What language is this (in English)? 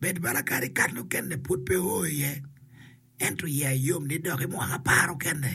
Acoli